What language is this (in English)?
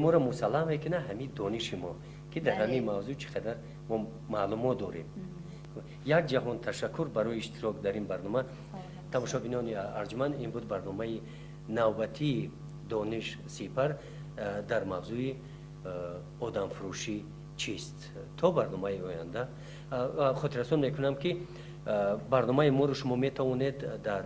Tajik